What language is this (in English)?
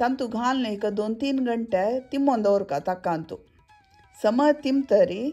Konkani